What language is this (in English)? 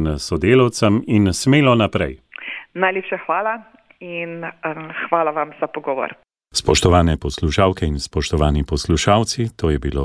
Slovenian